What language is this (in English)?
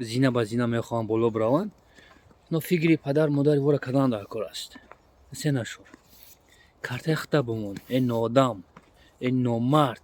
Tajik